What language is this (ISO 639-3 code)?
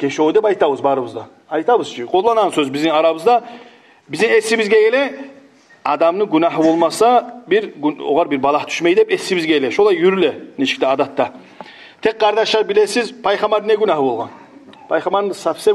kum